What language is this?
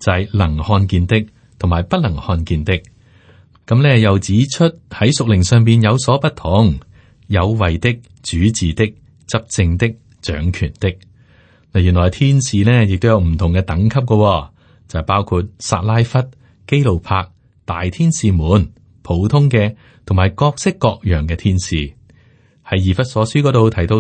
Cantonese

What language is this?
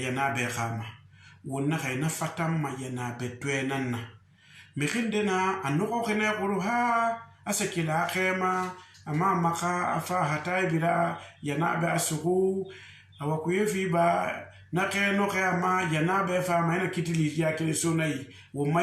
Susu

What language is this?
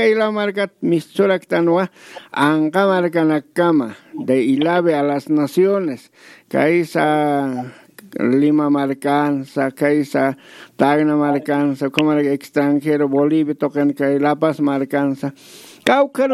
Aymara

